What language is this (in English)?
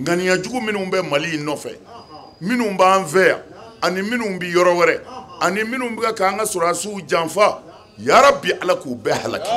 Bambara